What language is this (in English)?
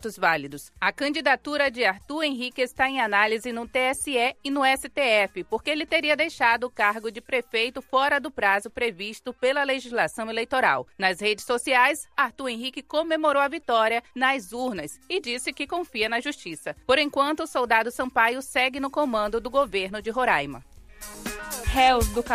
Portuguese